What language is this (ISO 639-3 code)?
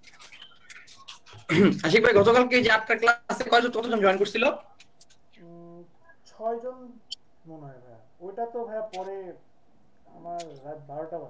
ben